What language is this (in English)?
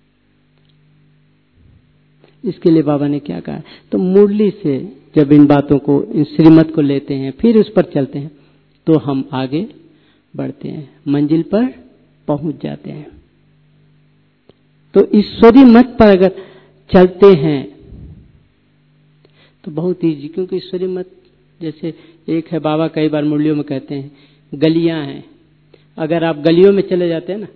Hindi